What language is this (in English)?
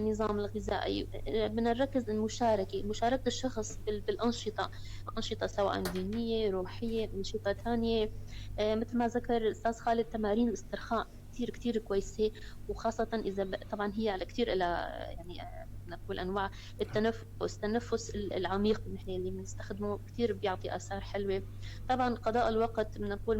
North Levantine Arabic